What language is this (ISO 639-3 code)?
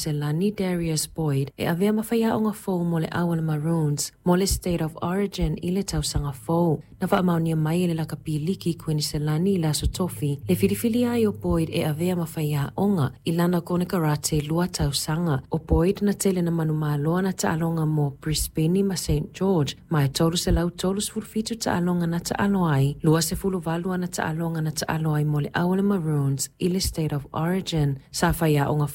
smo